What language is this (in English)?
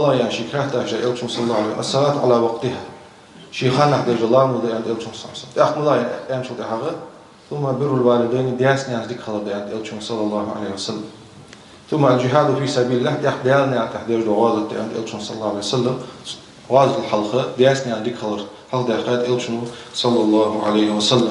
Ingush